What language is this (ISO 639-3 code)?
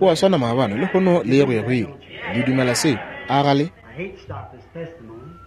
nso